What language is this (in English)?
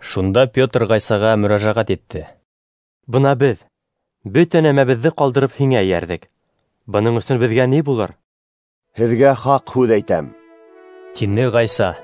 Bashkir